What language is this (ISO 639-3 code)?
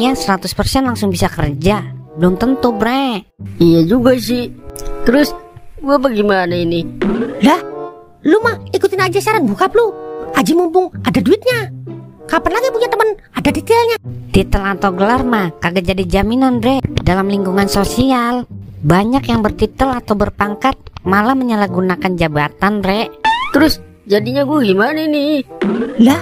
bew